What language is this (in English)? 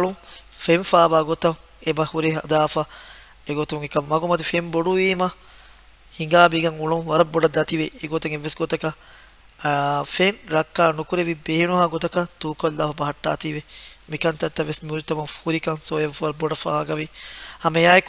Divehi